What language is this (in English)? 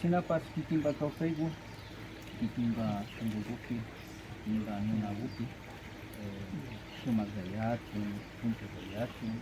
Imbabura Highland Quichua